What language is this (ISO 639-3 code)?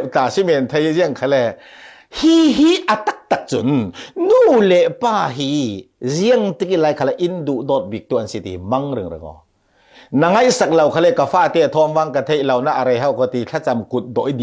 cfm